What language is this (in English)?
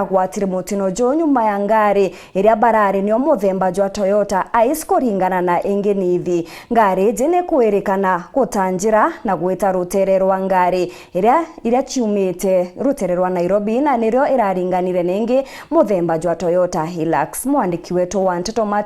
Meru